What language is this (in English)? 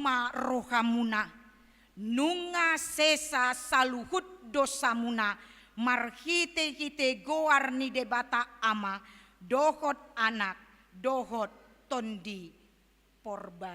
Batak Toba